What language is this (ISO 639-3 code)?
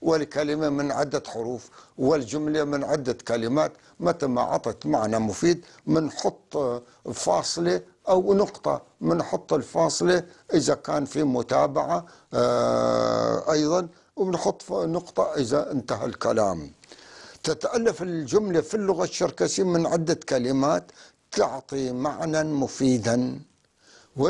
apc